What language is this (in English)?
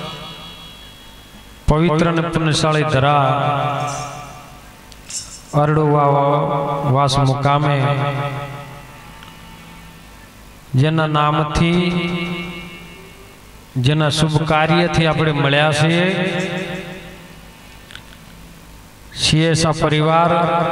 Gujarati